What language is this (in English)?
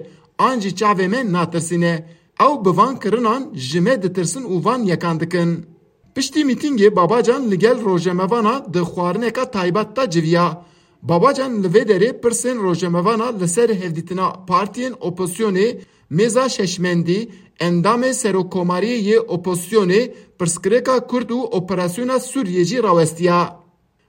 Kurdish